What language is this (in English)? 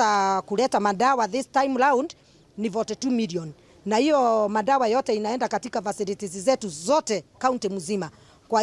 Meru